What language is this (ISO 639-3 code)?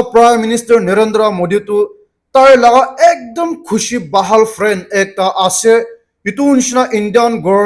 nag